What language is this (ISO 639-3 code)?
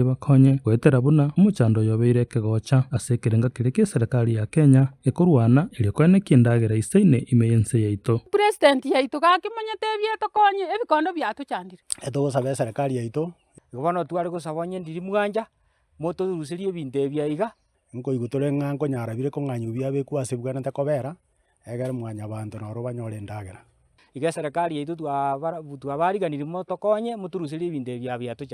guz